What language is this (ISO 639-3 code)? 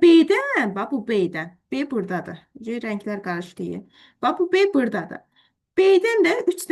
aze